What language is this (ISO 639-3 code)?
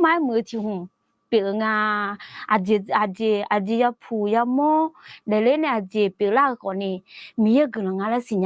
ahk